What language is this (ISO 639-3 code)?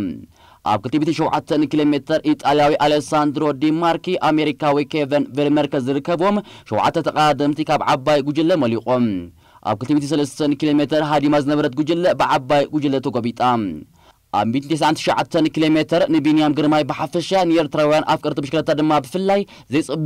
tir